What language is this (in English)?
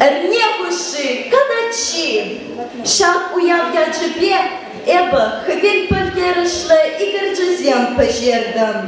Chuvash